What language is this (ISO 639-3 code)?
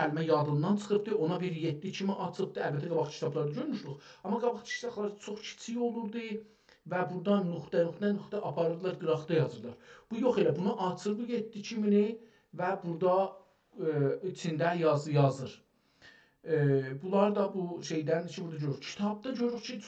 azb